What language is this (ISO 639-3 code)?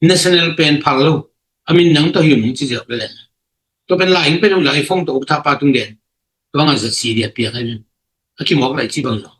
ctd